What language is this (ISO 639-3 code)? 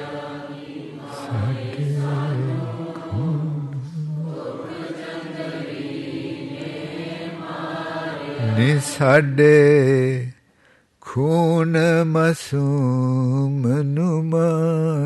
pan